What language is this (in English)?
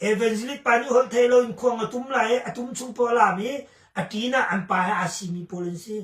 Hakha Chin